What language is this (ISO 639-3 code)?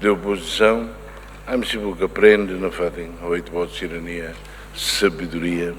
tet